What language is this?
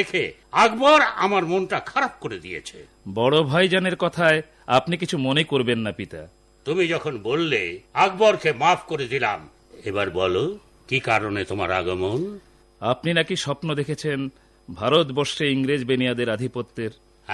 Bangla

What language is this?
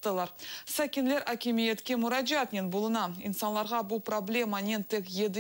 Crimean Tatar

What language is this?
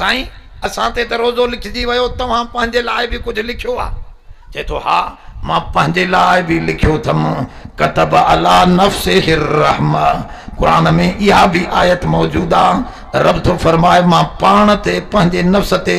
Sindhi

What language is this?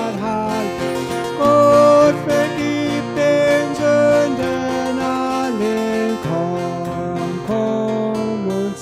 Plautdietsch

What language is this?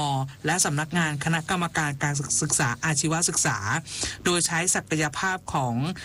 Thai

